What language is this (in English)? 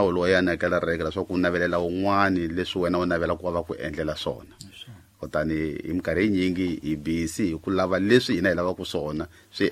Tsonga